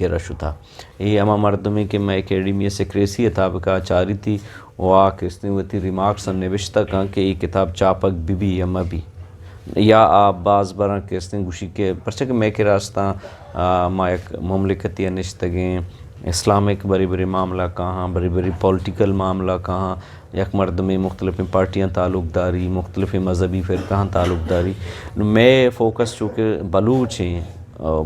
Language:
Eastern Balochi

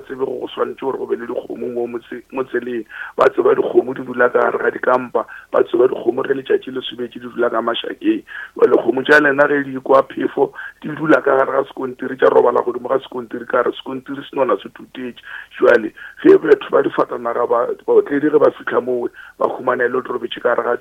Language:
Northern Sotho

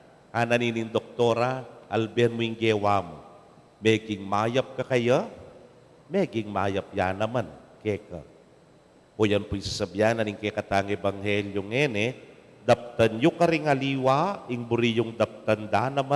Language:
Pampanga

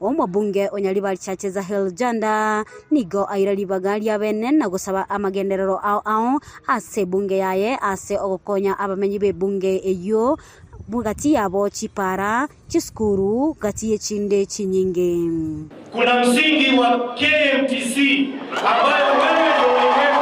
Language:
Gusii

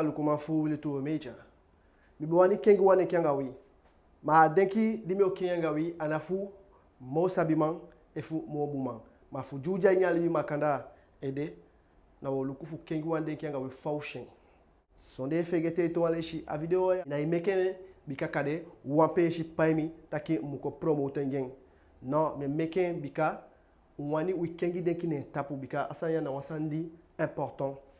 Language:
Eastern Maroon Creole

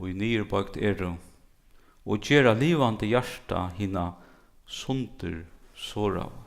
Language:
Faroese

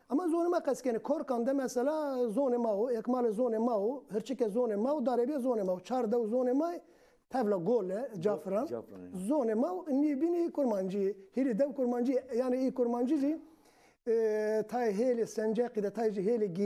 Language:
Zaza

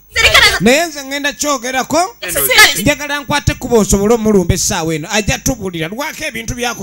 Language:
Ganda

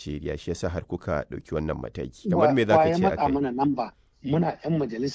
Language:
Hausa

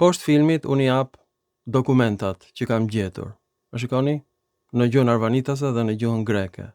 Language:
Albanian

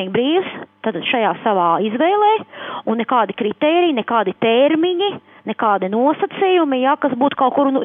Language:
Latvian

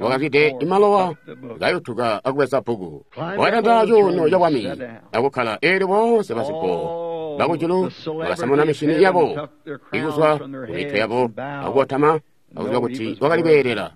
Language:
Tonga (Zambia)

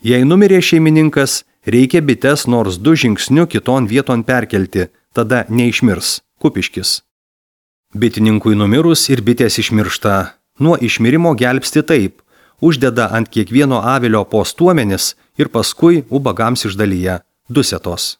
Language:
Lithuanian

